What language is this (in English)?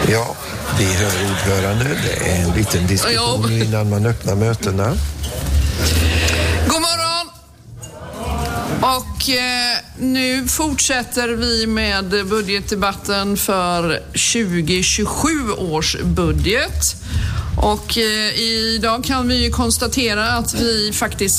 Swedish